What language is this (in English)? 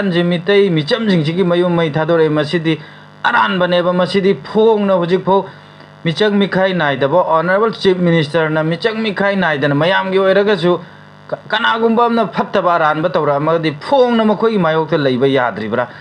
Manipuri